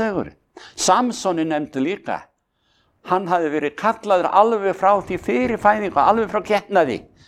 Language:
Icelandic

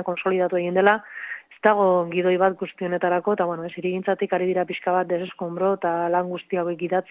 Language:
Basque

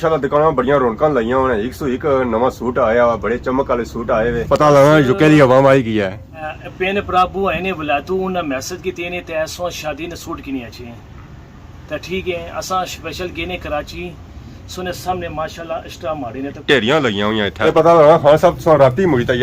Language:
Pahari-Potwari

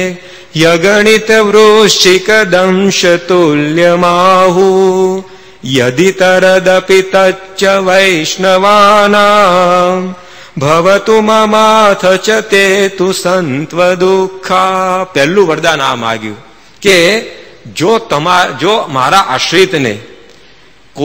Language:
Gujarati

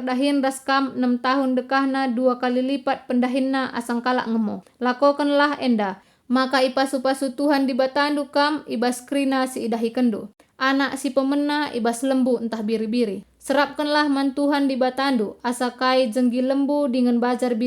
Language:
Batak Karo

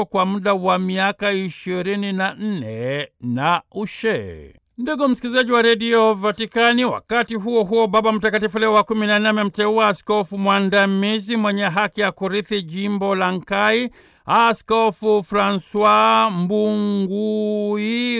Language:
Swahili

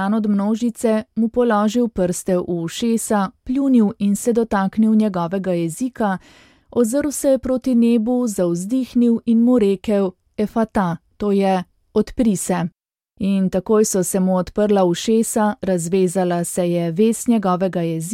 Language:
Slovenian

